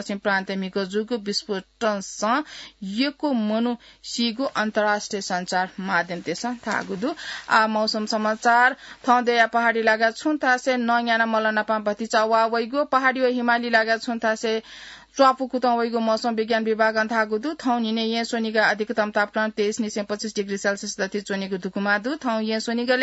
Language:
Newari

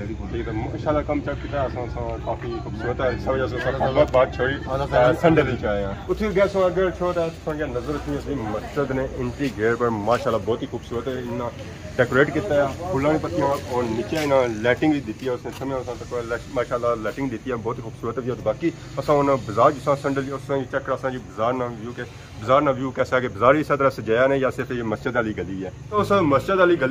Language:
Pahari-Potwari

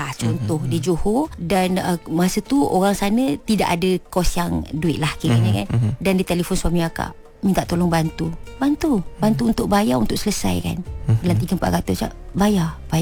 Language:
Malay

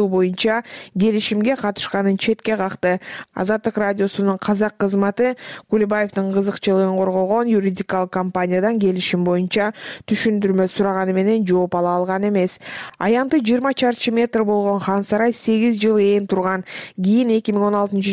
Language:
Kyrgyz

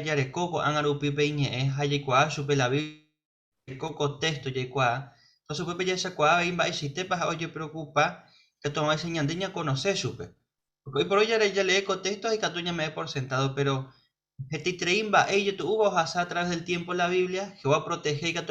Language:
Guarani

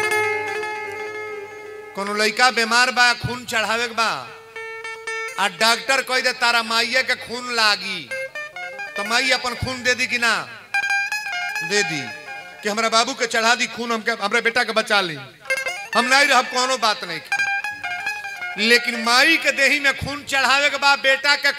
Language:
Bhojpuri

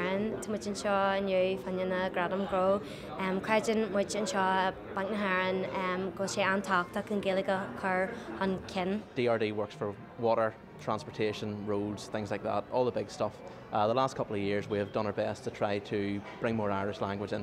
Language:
Irish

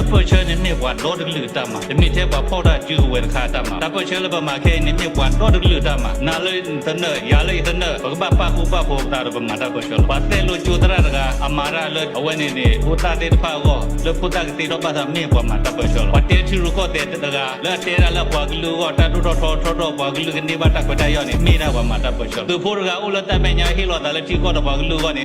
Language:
S'gaw Karen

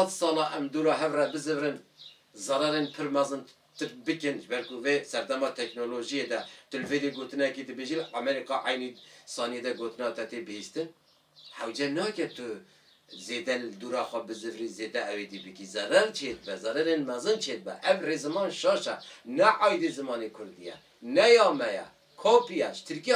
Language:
Kurdish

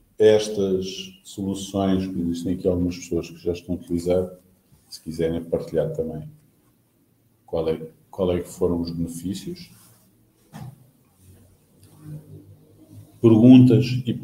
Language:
Portuguese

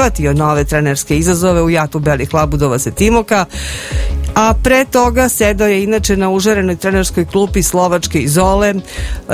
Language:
Serbian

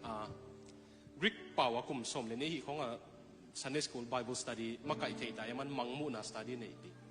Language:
Tedim Chin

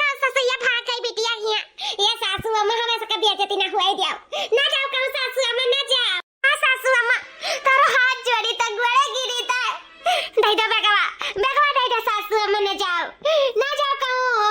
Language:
Awadhi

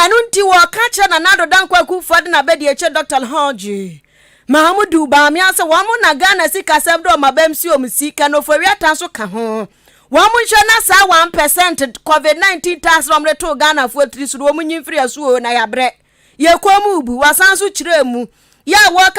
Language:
Akan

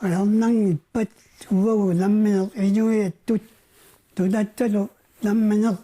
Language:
Kalaallisut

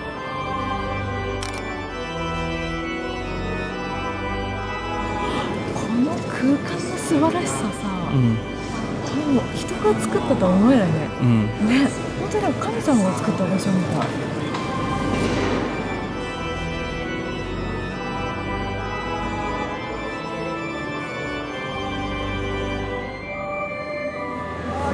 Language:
Japanese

